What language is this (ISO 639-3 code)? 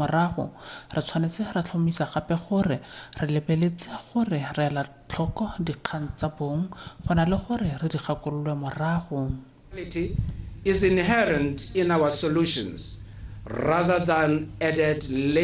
tsn